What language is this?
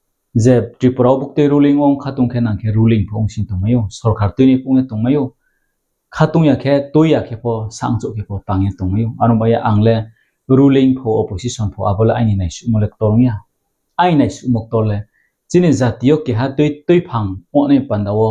Riang (India)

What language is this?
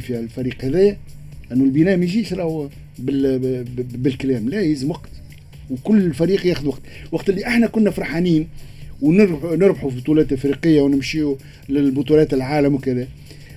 Tunisian Arabic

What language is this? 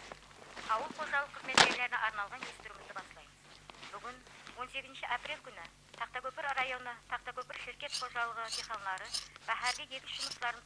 Kara-Kalpak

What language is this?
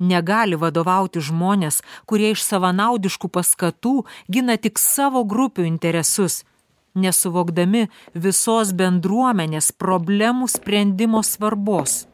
Lithuanian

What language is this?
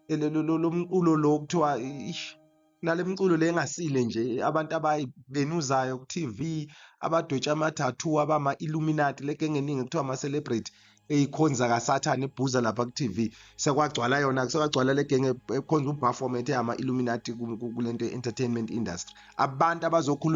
Zulu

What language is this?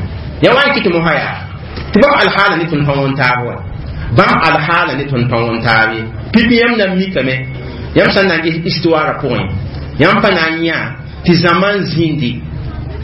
Mossi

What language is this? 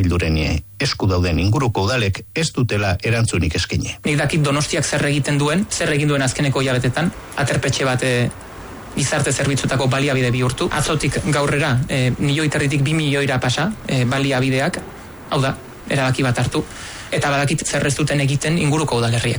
Basque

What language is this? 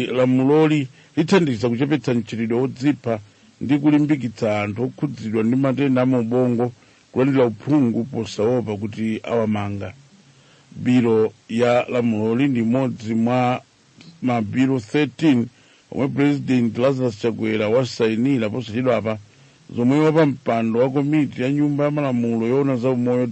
Nyanja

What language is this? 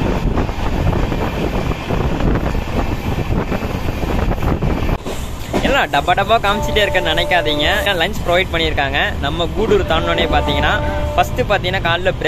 Tamil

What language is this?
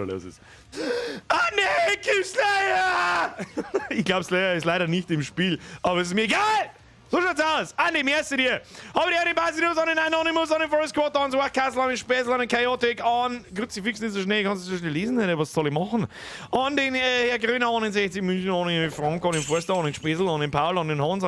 Bavarian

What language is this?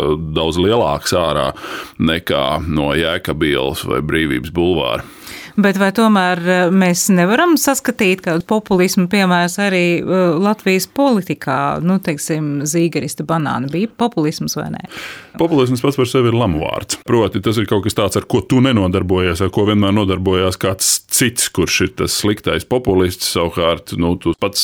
Latvian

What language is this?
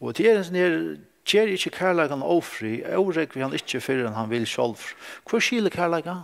Faroese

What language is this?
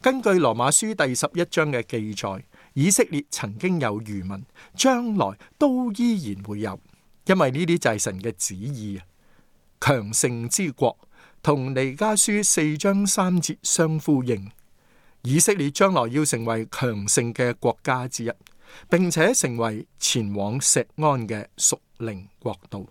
Cantonese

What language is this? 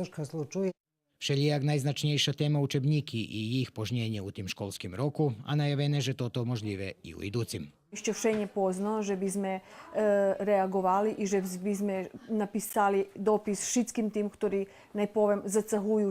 Rusyn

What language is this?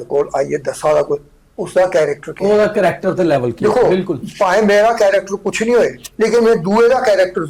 Dogri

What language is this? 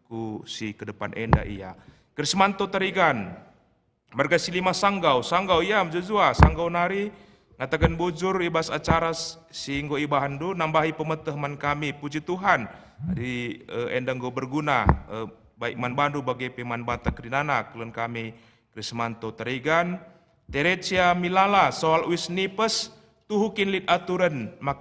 Batak Karo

